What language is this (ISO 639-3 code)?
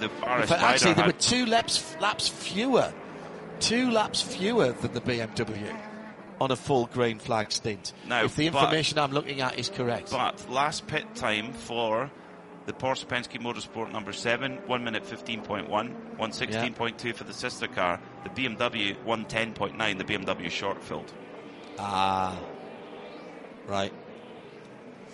eng